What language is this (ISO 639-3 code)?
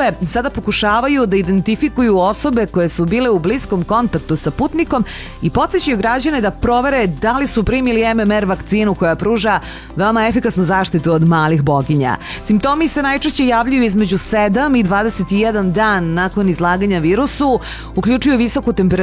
srp